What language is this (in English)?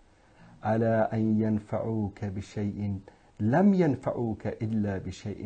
Persian